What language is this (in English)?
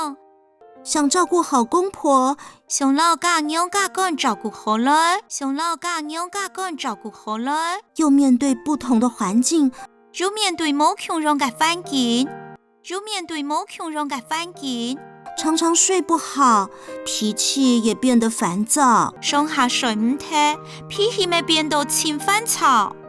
Hakka Chinese